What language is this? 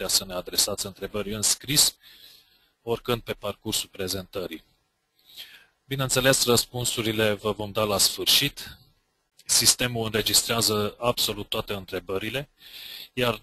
Romanian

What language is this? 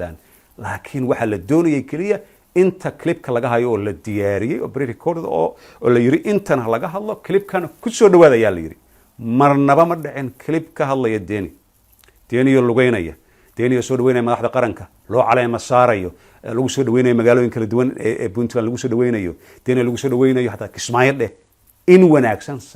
Somali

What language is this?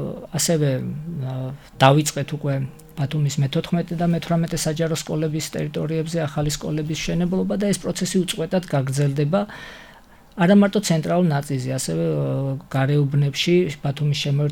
Georgian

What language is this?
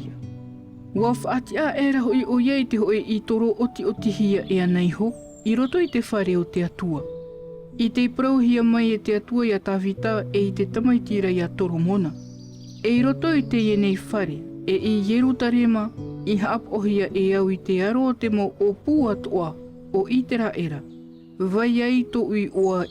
Tahitian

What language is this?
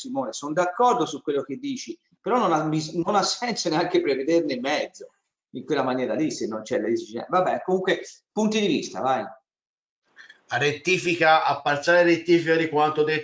Italian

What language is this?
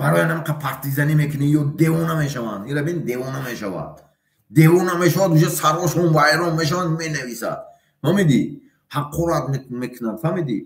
Tajik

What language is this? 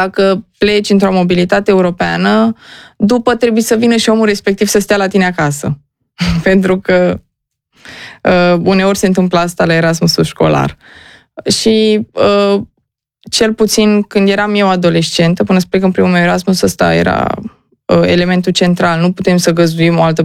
Romanian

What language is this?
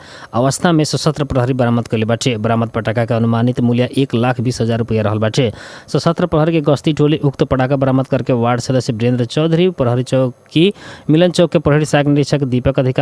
Bhojpuri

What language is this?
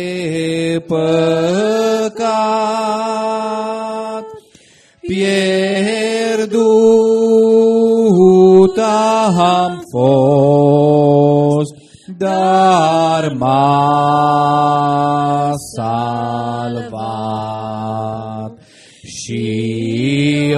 Romanian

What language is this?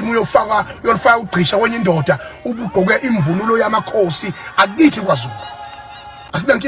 Zulu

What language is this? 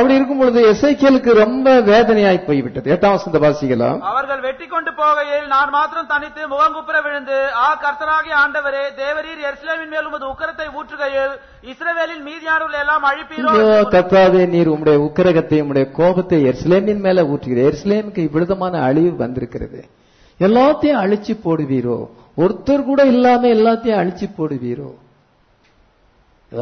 Tamil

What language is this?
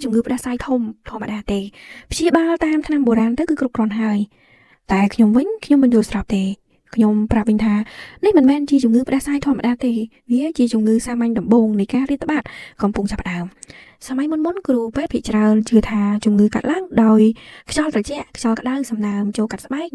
Khmer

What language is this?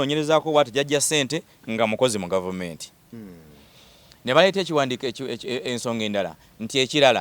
Ganda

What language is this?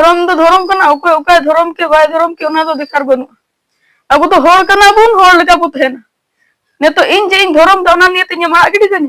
Santali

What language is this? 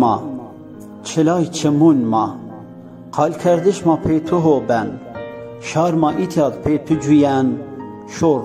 Zaza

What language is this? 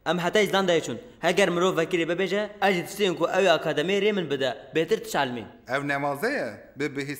Kurdish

